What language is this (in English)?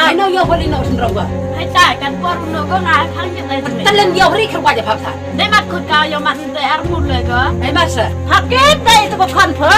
Khasi